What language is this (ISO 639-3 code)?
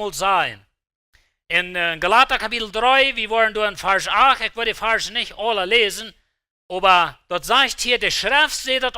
pdt